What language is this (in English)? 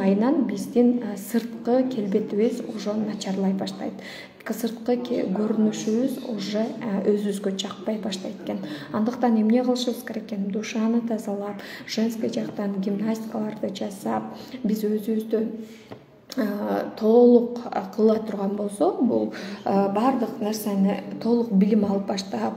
Kyrgyz